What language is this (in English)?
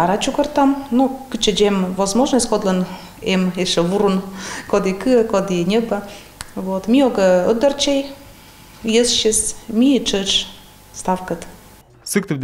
Komi